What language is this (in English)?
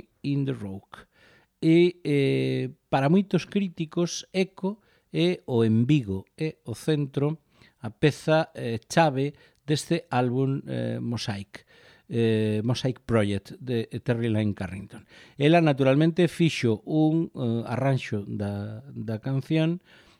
Galician